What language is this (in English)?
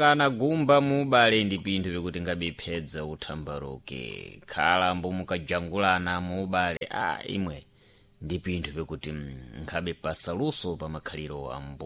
Sena